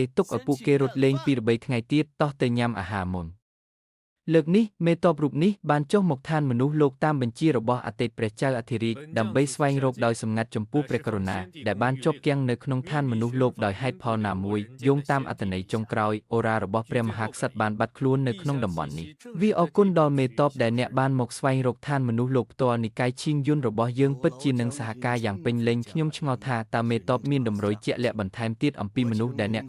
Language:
Khmer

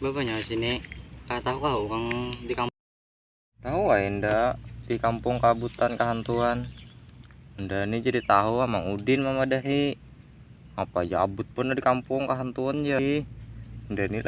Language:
Banjar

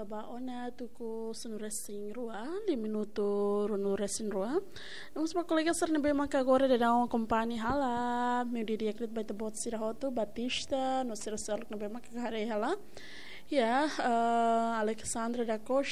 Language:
Tetum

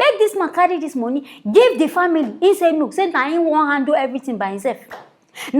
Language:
Nigerian Pidgin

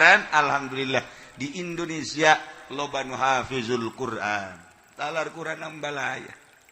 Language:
Sundanese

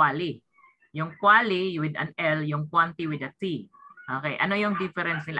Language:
Filipino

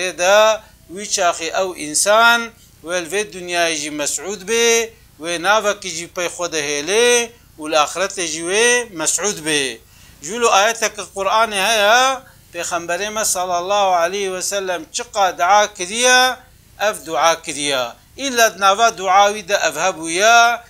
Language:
Kurdish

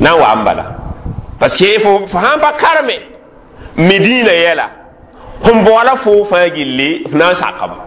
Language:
Mossi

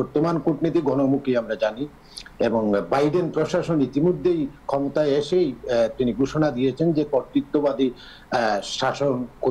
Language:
Bangla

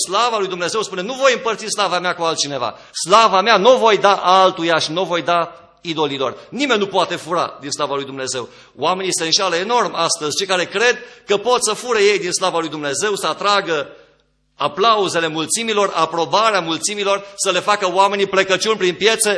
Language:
Romanian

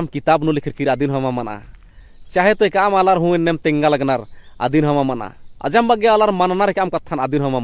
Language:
Kurukh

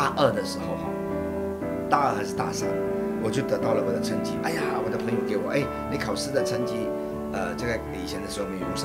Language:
Chinese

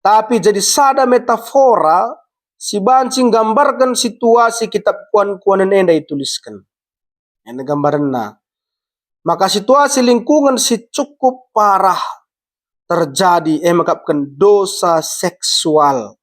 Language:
Batak Karo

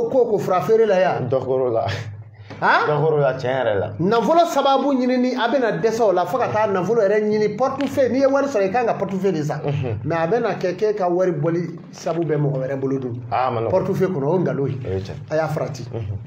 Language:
Bambara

